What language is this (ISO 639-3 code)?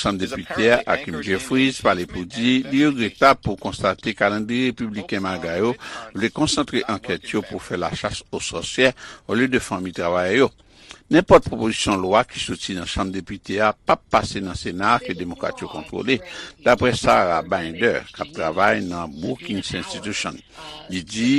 hat